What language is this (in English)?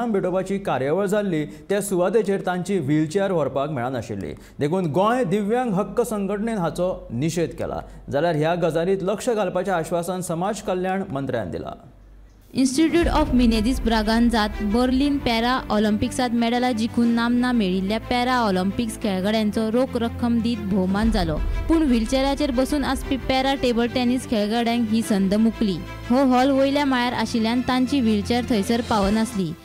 Konkani